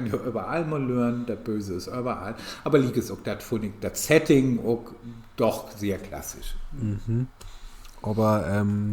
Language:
Low German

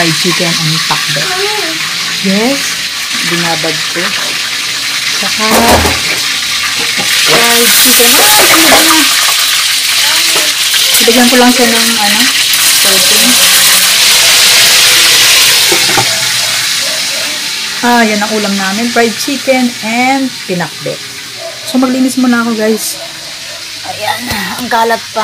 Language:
Filipino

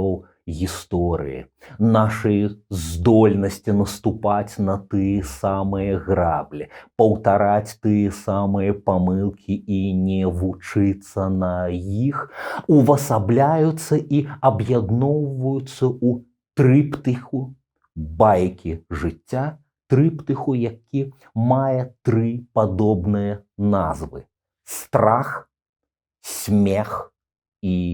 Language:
Belarusian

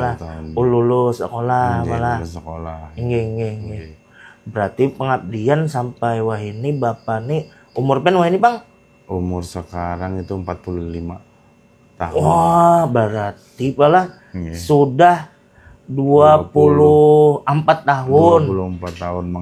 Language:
Banjar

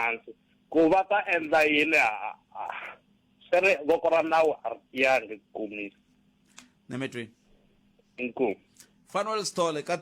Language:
Tsonga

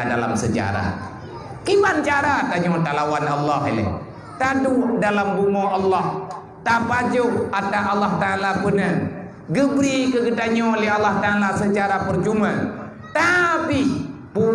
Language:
Achinese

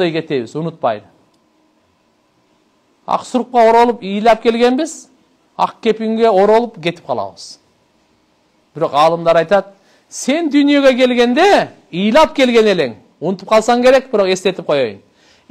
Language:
Kyrgyz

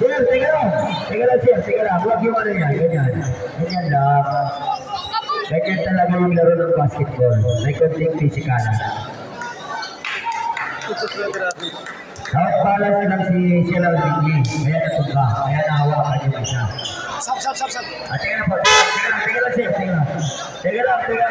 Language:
Filipino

